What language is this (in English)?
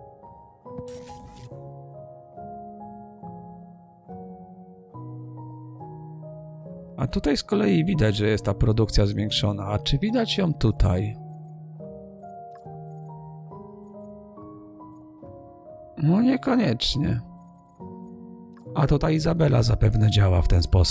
Polish